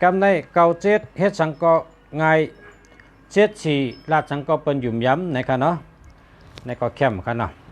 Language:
Shan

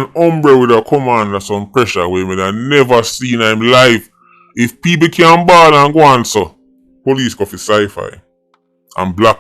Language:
Jamaican Creole English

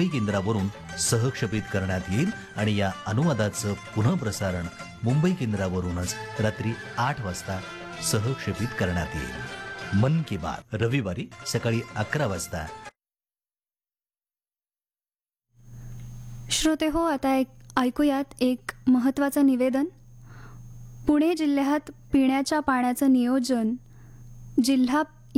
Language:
Marathi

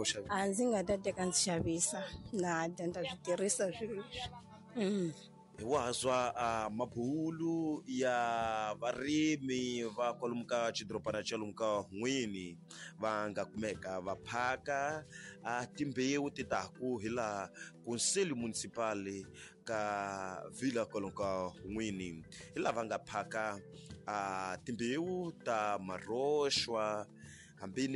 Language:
Tsonga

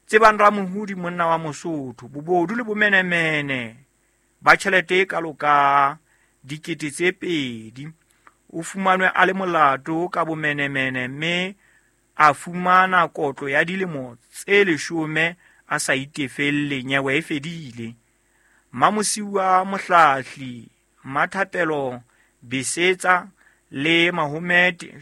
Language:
Southern Sotho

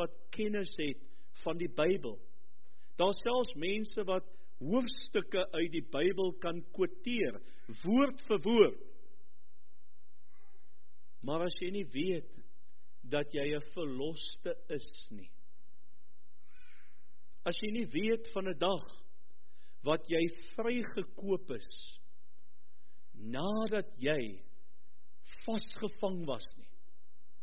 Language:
Afrikaans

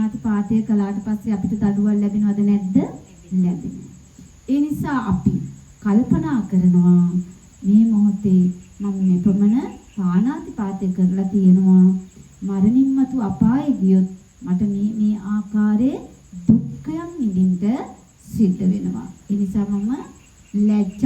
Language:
Sinhala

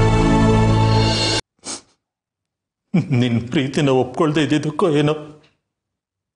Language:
Kannada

